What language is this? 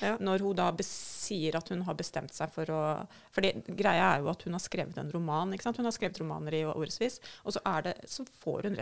Norwegian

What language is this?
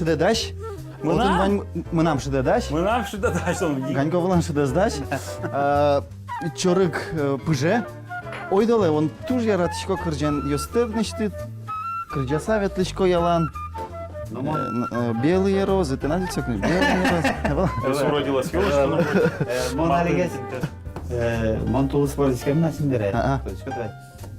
Udmurt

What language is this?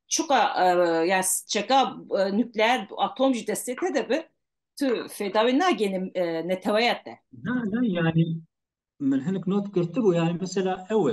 Kurdish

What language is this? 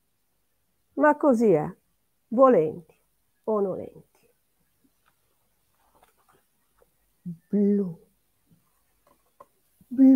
Italian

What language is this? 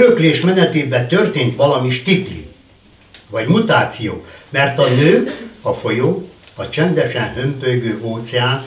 Hungarian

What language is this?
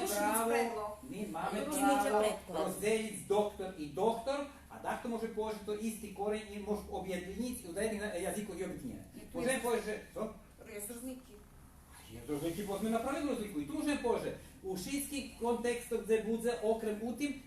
Rusyn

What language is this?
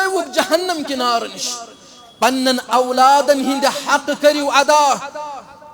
Kashmiri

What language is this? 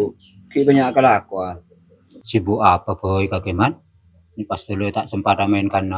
Madurese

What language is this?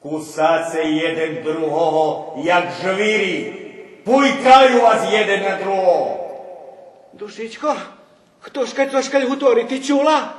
Rusyn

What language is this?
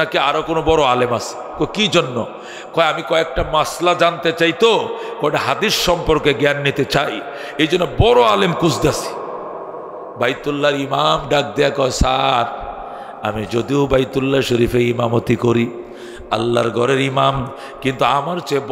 Bangla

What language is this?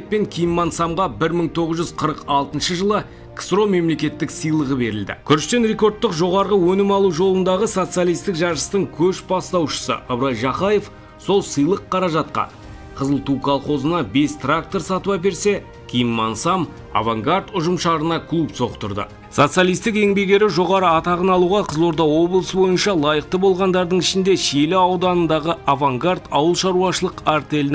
Kazakh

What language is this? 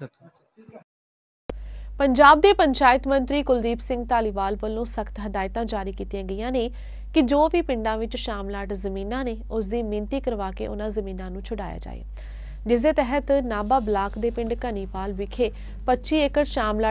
Punjabi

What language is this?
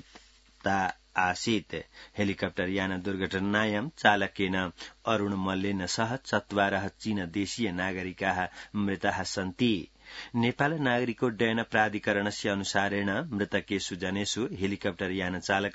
Sanskrit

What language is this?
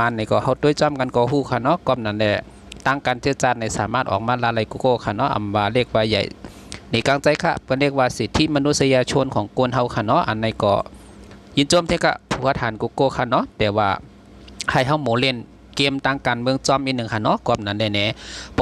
Shan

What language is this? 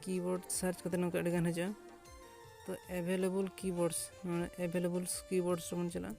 Santali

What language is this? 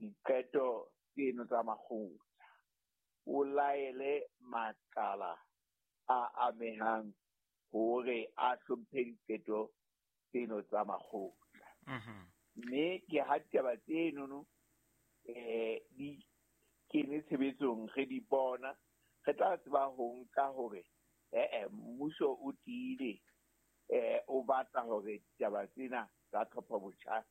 Southern Sotho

